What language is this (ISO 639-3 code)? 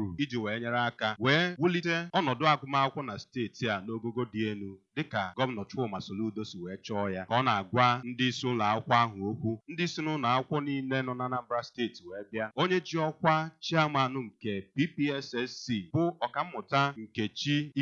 ibo